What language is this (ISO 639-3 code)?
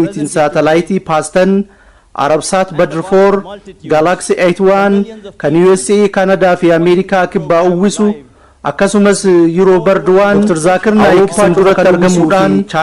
orm